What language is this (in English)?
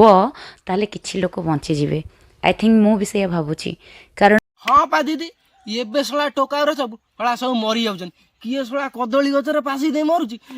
Odia